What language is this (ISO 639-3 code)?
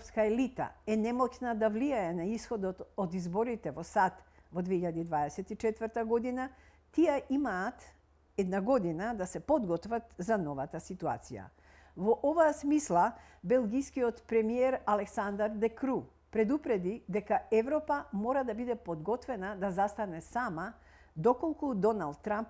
mkd